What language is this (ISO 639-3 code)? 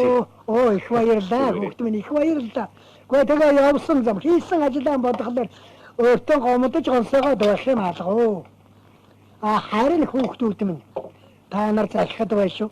mon